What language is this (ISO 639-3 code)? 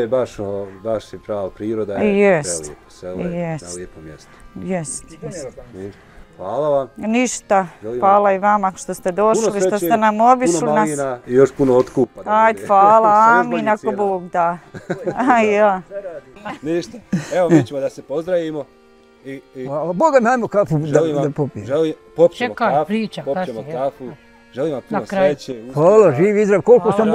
bos